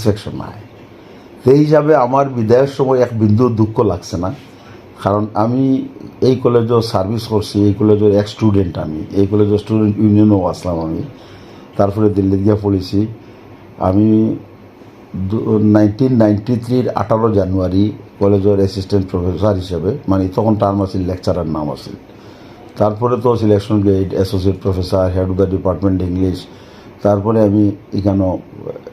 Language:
Sylheti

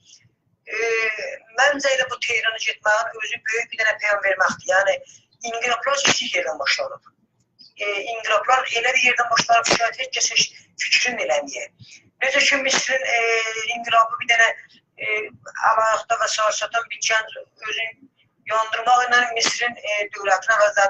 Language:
South Azerbaijani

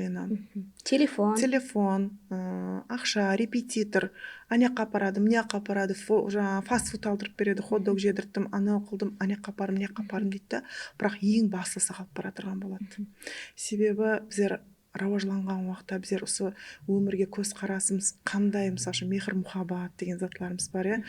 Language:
Kara-Kalpak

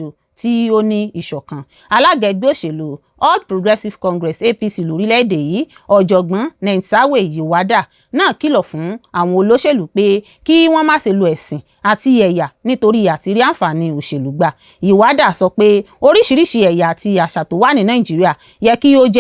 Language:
Yoruba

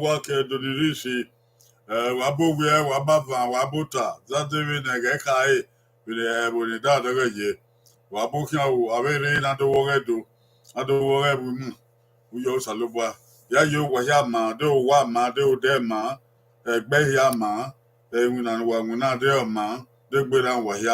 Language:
Bini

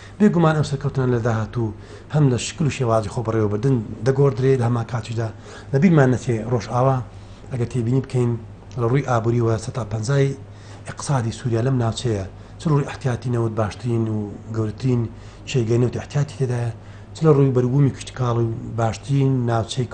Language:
Central Kurdish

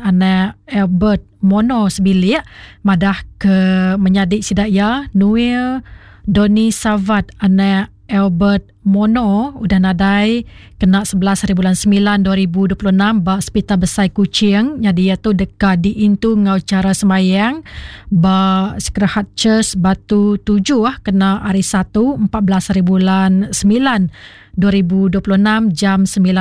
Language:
Iban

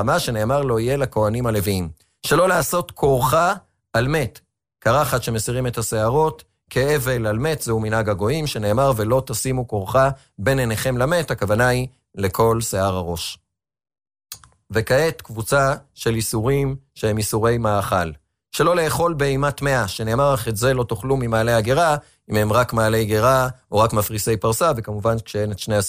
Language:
Hebrew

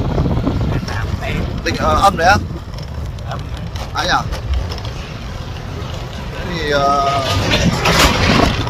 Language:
Vietnamese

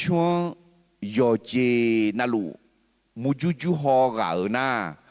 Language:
Akha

